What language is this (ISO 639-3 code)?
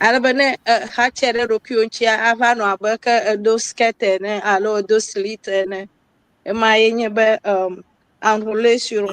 ewe